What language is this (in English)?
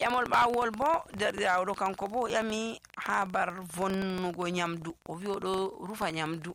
Nigerian Fulfulde